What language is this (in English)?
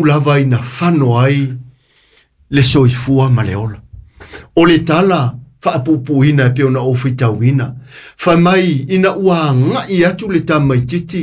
Samoan